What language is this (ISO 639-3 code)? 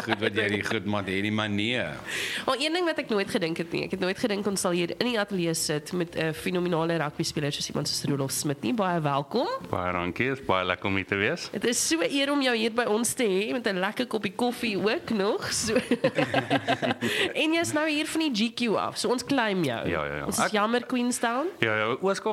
afr